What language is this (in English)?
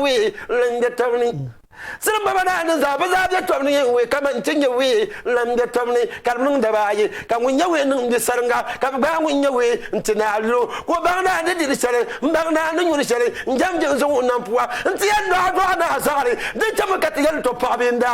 Dagbani